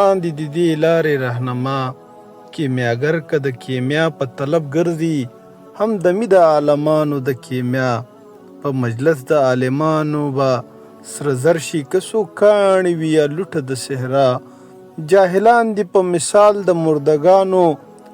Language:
Pashto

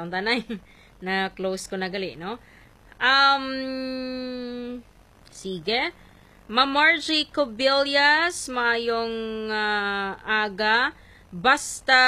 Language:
Hiligaynon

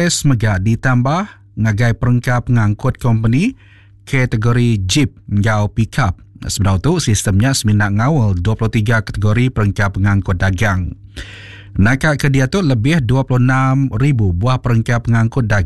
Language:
Iban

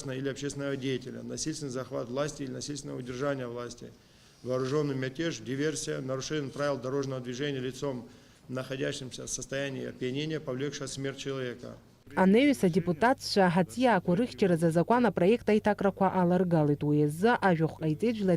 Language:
Abkhazian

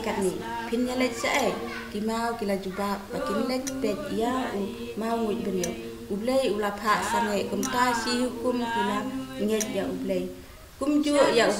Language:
Khasi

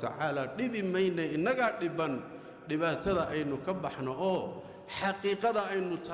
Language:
Somali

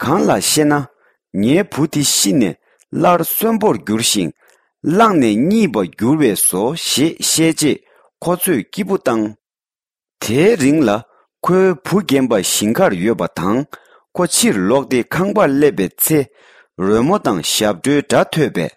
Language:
Tibetan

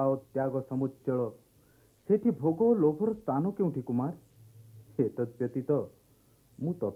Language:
Odia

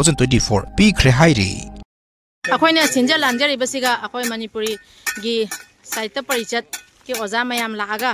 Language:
Manipuri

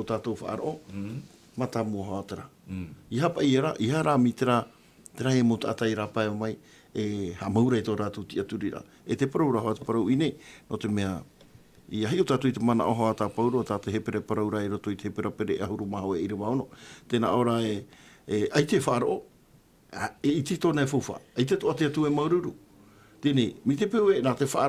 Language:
Tahitian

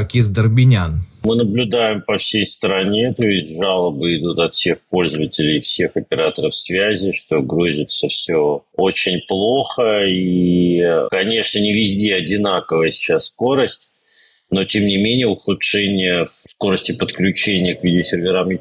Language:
Russian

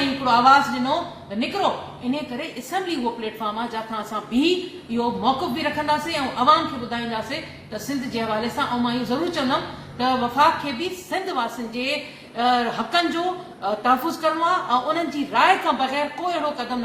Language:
Sindhi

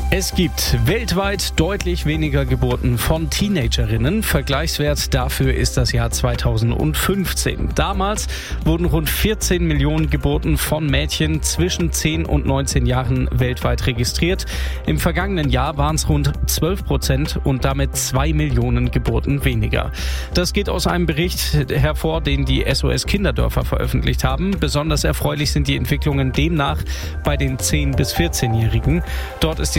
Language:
German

